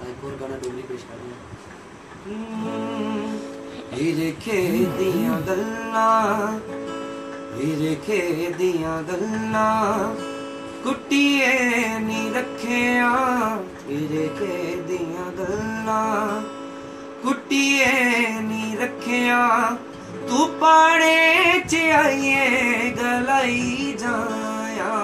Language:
Dogri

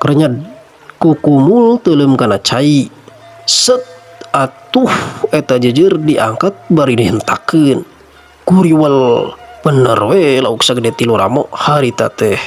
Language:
Sundanese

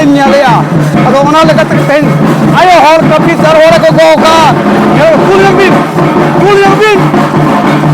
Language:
Santali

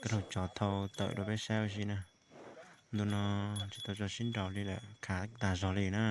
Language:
Hmong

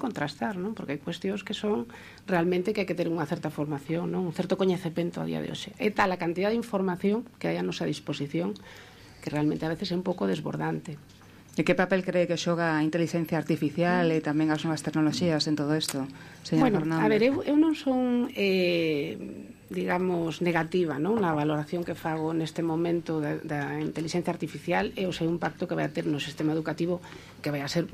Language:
Galician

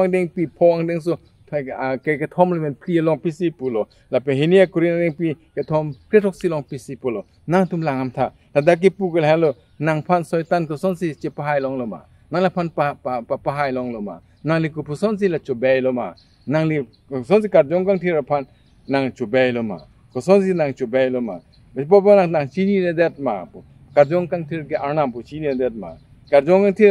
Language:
Karbi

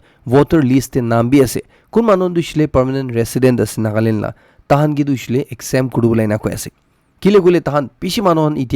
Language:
Naga Pidgin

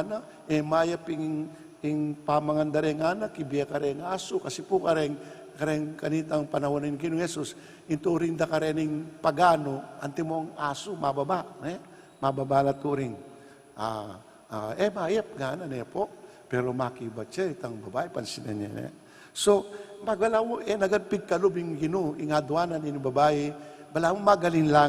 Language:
Pampanga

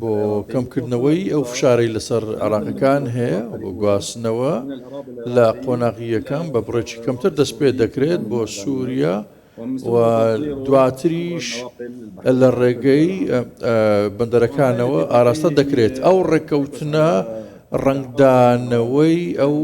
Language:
Central Kurdish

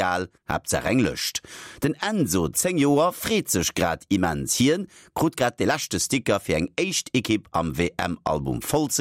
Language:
Luxembourgish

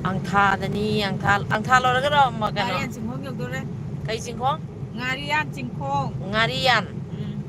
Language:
Manipuri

